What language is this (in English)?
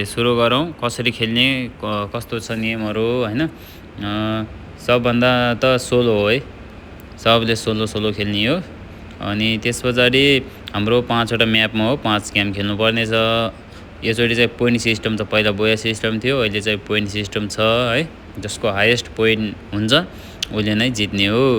Nepali